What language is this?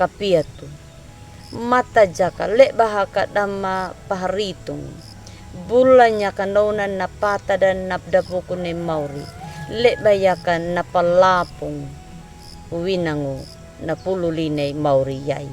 Anakalangu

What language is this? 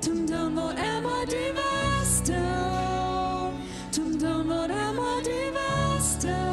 Plautdietsch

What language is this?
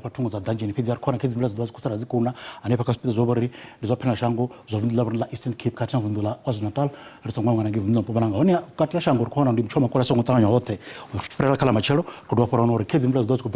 Venda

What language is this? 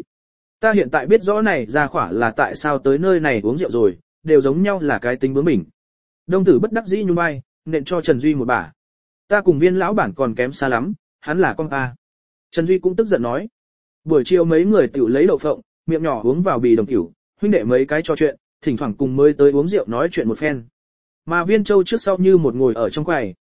Vietnamese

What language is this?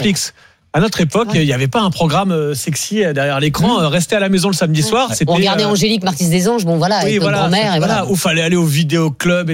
French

